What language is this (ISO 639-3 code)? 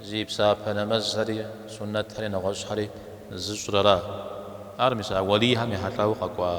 kbd